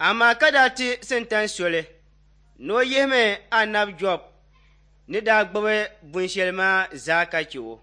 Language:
Dagbani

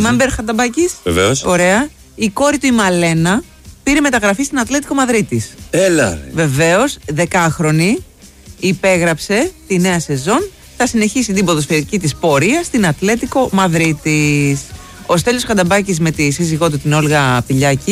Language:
Greek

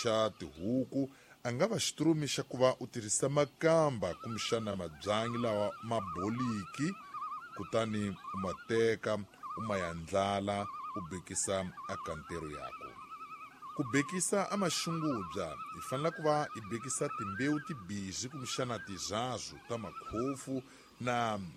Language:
Tsonga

